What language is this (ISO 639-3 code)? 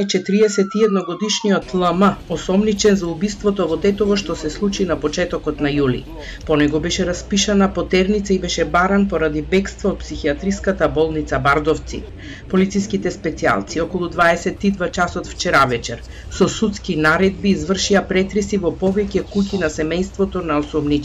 mkd